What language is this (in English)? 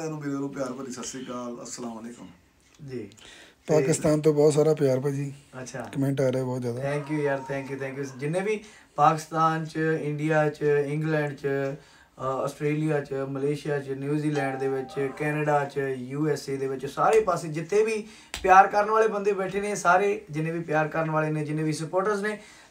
Punjabi